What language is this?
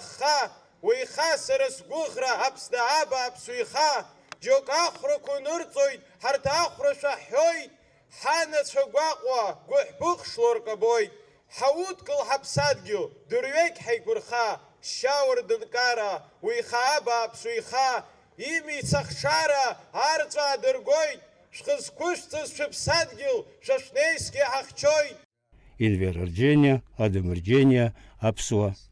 Abkhazian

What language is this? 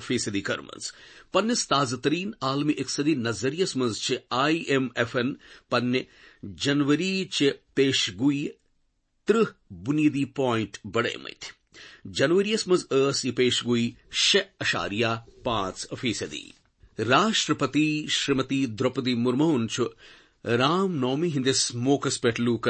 Kashmiri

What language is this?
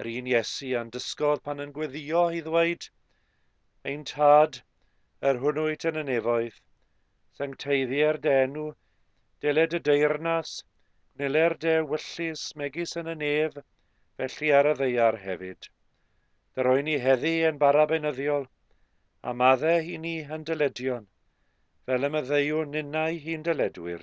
Welsh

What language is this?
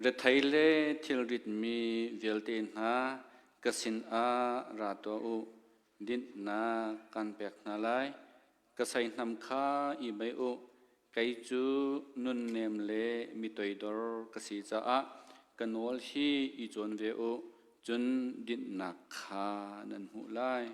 Hakha Chin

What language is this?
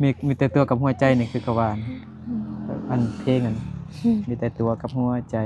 Lao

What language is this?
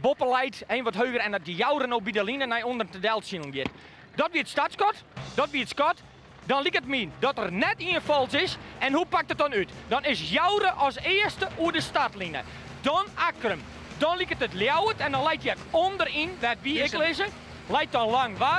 Western Frisian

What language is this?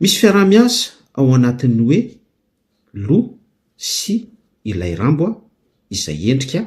Malagasy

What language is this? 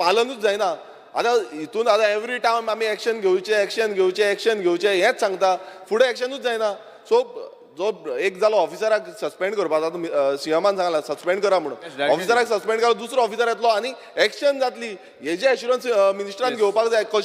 Konkani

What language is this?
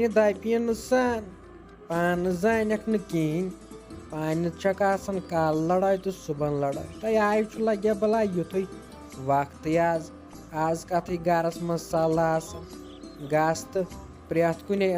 Kashmiri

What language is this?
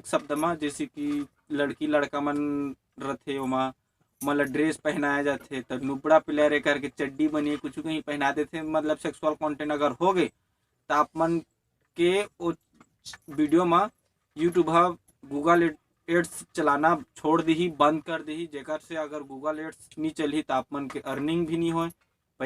Chhattisgarhi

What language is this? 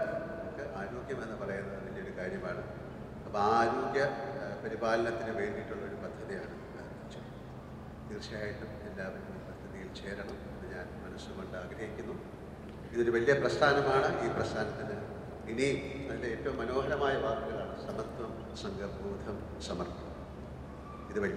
Malayalam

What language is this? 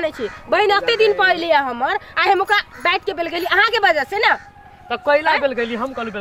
Maithili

